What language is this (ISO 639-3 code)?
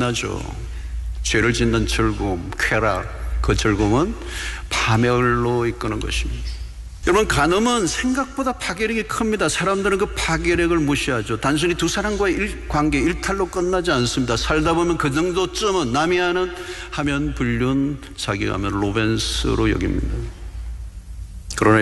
kor